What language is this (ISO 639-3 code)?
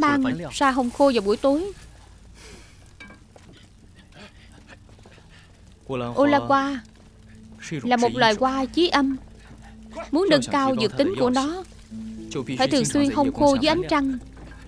vie